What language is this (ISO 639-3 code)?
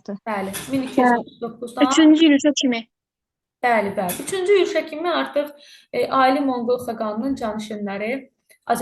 aze